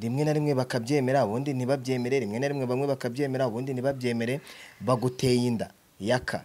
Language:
Kinyarwanda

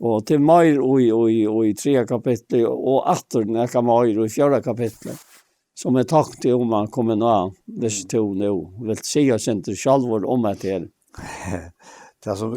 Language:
Faroese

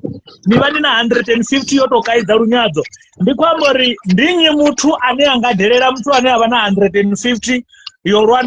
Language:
Venda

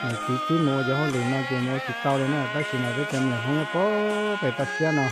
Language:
Hmong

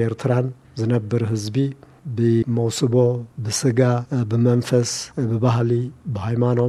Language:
Tigrinya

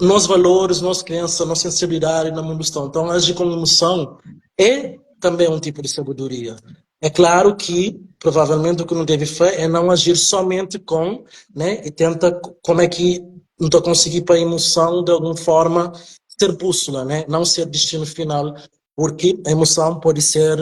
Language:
Kabuverdianu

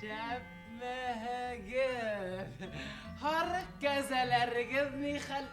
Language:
Bashkir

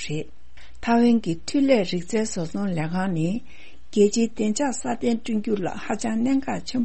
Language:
Tibetan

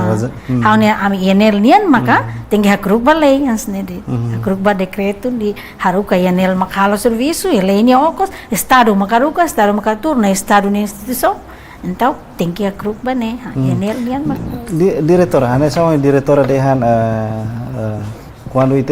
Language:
Tetum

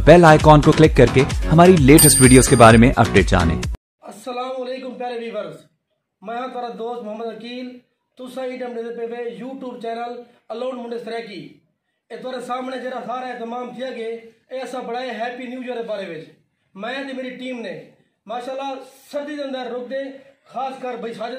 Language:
Saraiki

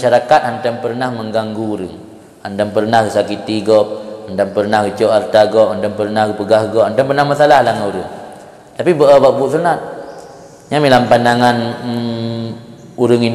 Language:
Achinese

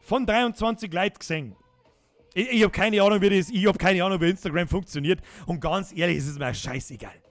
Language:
Bavarian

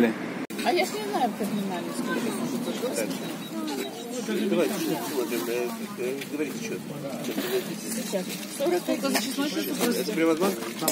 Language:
Russian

